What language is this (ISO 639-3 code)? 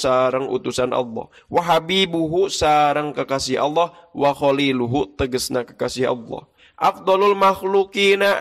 sun